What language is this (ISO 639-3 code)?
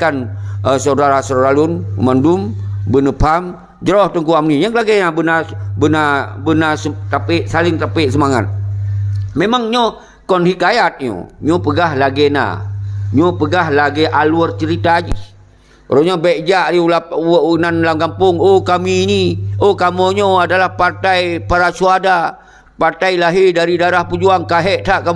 ace